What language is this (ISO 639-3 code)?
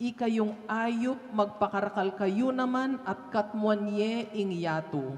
pam